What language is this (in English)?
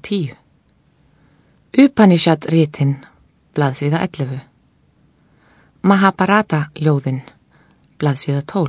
Icelandic